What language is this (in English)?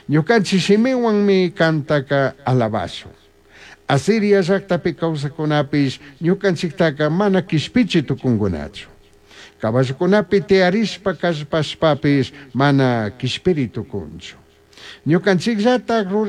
Chimborazo Highland Quichua